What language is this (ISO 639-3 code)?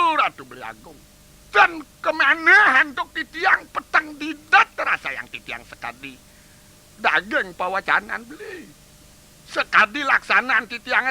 ban